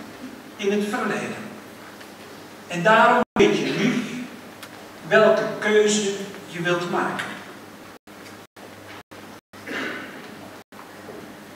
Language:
Dutch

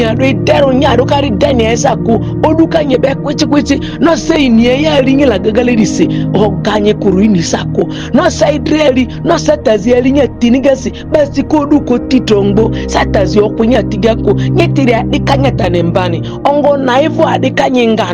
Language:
Ma'di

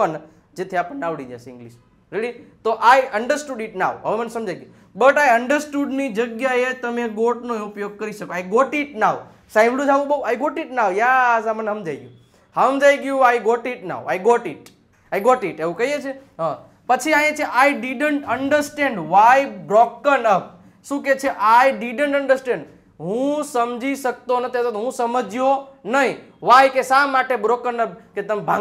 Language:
Gujarati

